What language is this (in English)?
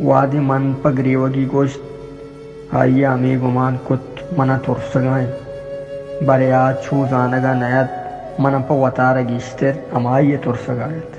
Baluchi